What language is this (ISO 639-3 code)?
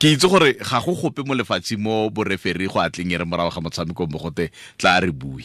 tsn